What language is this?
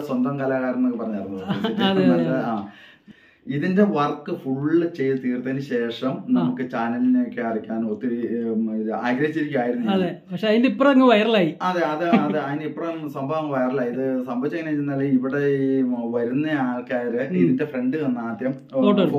Malayalam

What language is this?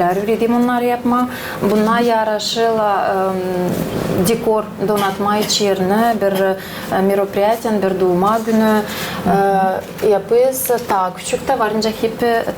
Gagauz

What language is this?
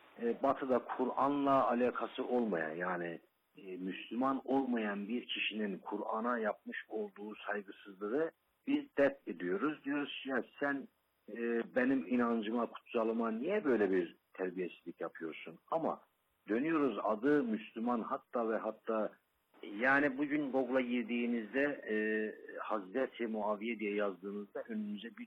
Turkish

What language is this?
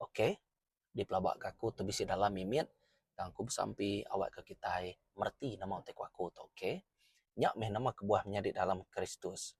Iban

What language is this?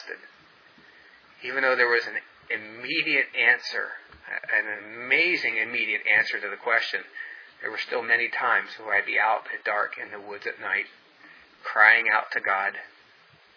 English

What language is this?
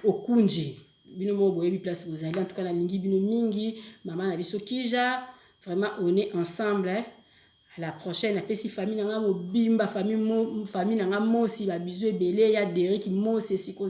Lingala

